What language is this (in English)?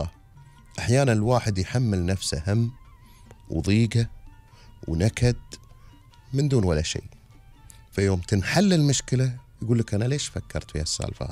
Gulf Arabic